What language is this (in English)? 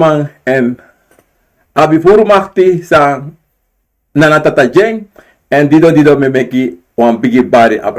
Sranan Tongo